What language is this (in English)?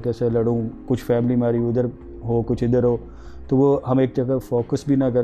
Urdu